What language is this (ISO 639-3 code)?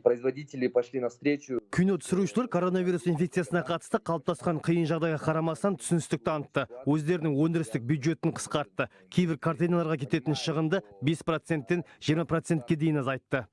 kaz